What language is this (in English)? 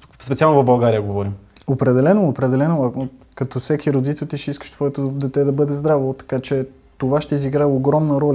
Bulgarian